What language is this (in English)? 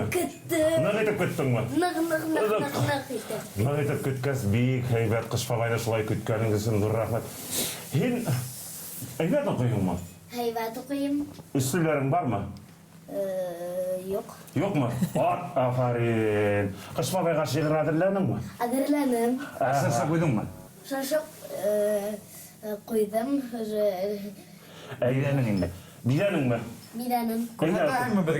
Bashkir